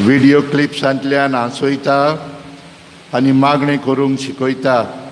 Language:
Konkani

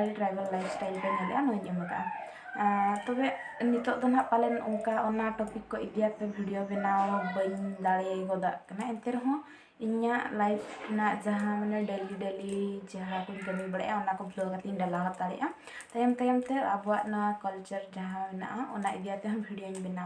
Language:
Santali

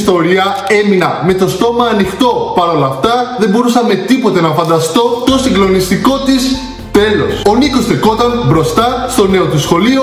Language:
Greek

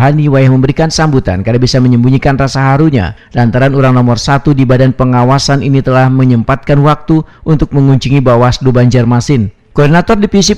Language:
Banjar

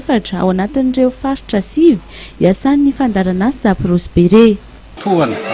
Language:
Malagasy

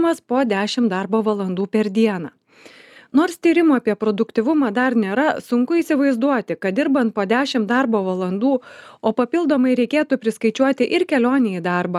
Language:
Lithuanian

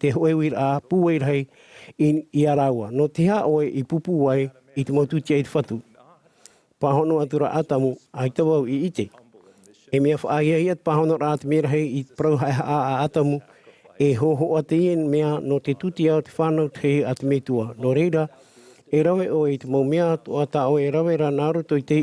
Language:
Tahitian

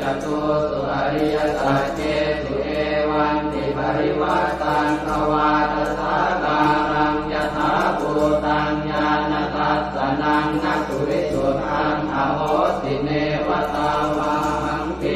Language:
Pali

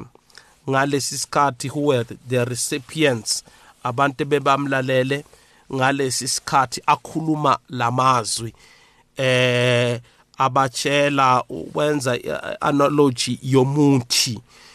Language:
South Ndebele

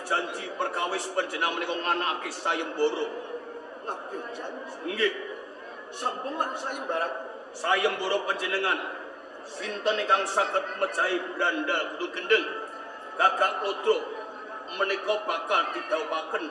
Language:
Javanese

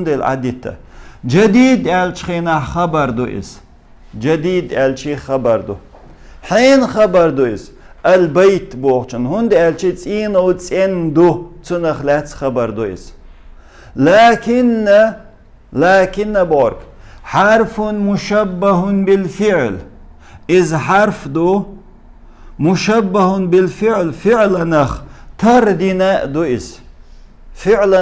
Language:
Chechen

